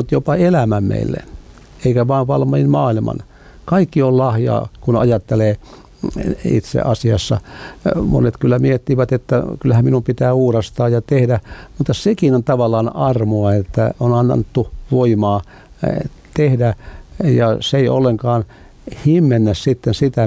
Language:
Finnish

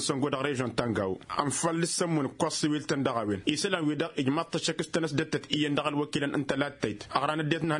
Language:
Tamasheq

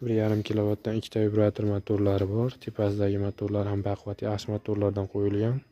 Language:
Uzbek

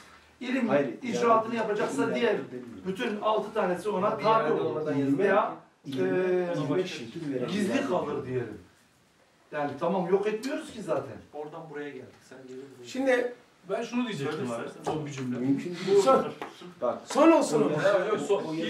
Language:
Turkish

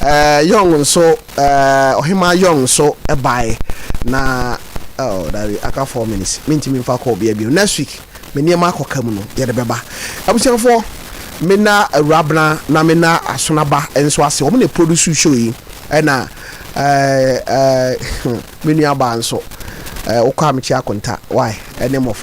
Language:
Akan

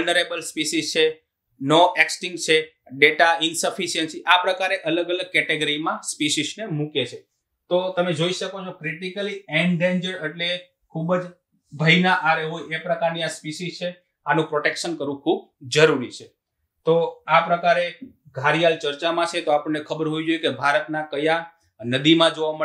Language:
Gujarati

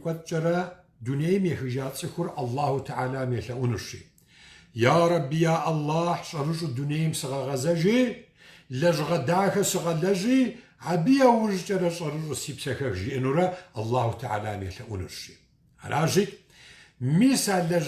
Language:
Kabardian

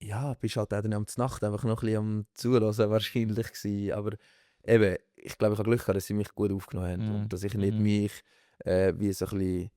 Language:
Swiss German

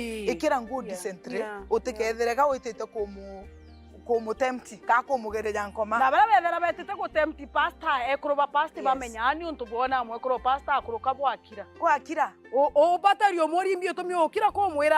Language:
Meru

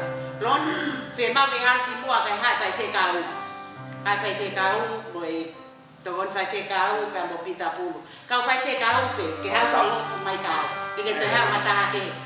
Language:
Tongan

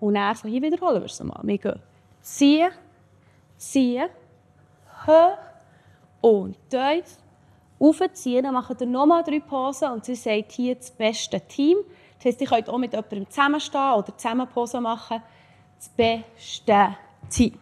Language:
Swiss German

